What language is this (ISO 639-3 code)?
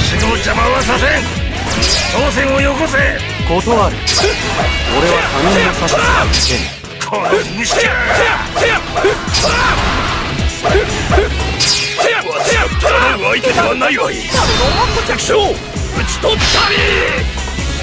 jpn